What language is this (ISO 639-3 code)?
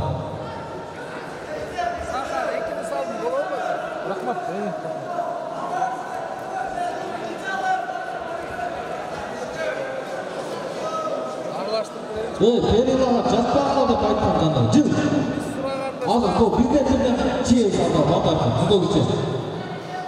kaz